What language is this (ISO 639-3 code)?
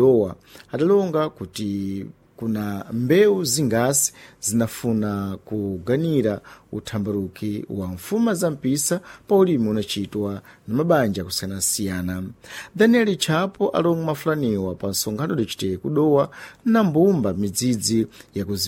seh